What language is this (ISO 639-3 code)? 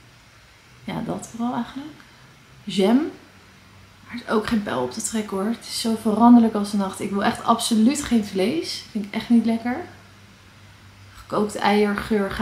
nld